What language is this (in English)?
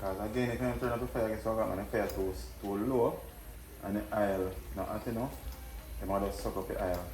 Jamaican Creole English